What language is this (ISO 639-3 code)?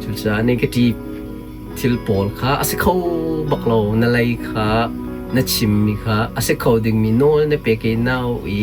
cnh